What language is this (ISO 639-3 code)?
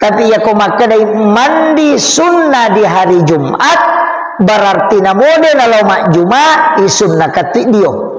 bug